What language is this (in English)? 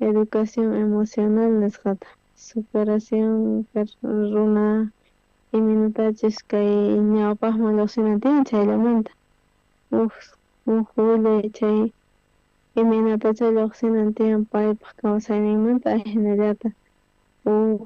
South Bolivian Quechua